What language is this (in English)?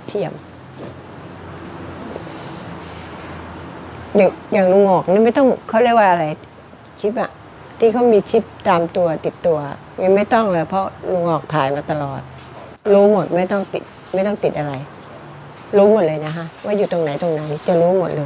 Thai